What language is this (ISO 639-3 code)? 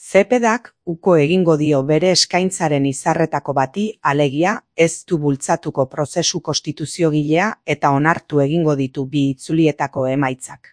eus